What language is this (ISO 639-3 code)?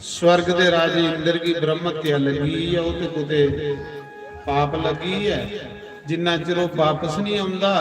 doi